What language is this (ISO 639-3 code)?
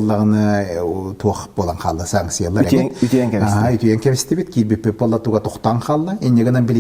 sah